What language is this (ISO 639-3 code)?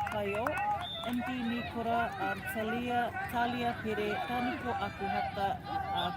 mri